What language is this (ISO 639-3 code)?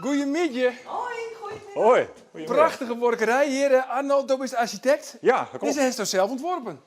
fry